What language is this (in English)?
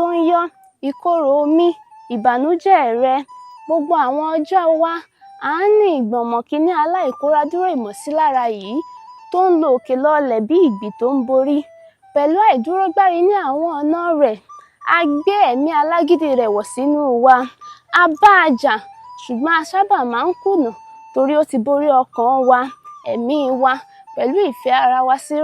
Yoruba